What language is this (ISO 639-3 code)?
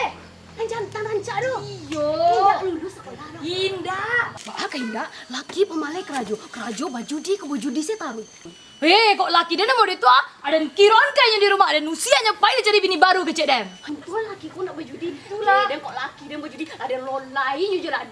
min